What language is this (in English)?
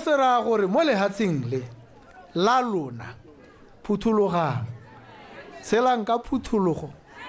Tswana